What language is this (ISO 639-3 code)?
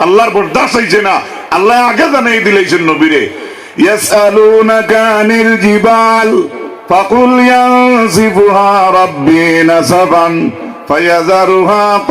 syl